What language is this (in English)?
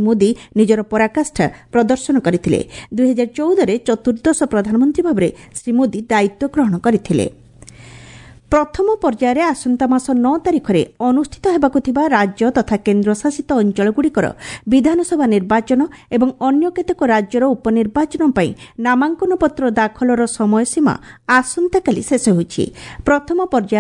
Odia